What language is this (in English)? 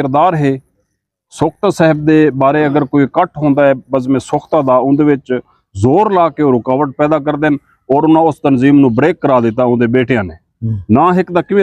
Saraiki